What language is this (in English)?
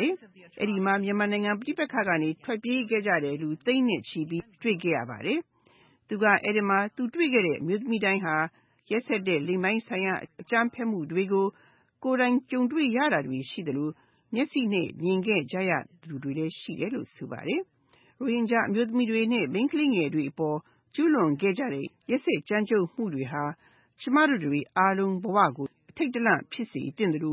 Burmese